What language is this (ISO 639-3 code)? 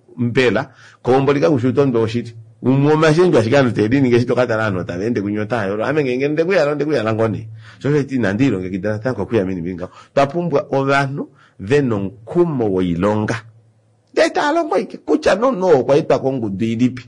kua